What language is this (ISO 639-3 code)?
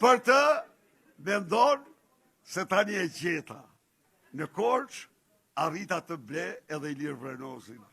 sqi